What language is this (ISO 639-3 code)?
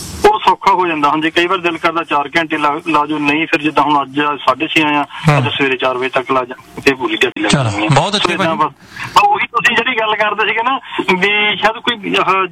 pan